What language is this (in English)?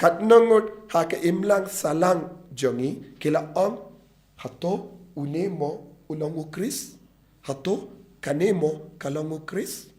Khasi